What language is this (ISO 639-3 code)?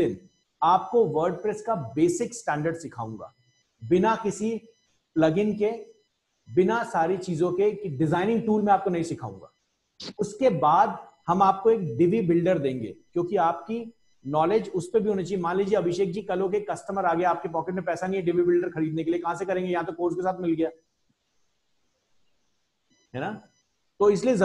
hin